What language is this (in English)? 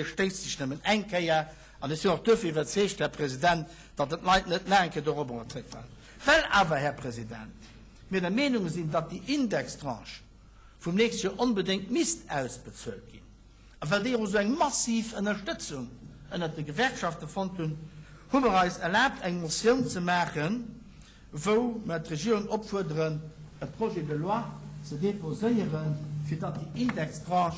Luxembourgish